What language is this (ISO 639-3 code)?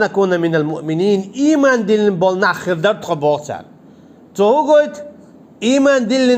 che